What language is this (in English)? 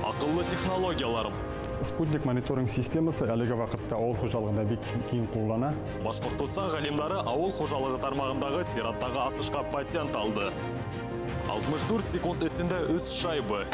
Bashkir